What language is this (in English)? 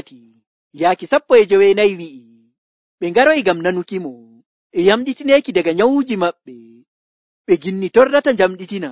Nigerian Fulfulde